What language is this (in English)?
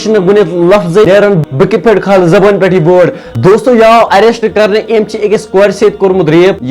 Kashmiri